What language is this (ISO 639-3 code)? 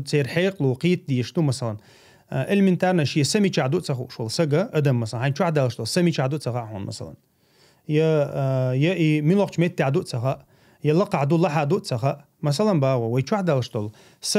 che